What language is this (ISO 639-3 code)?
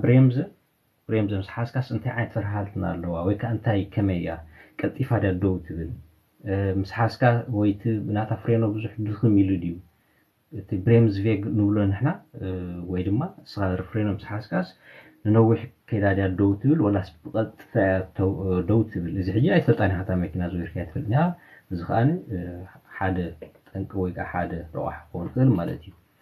tir